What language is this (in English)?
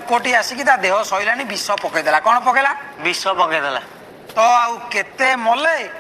Odia